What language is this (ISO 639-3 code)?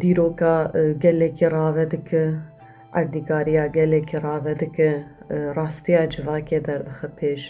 kur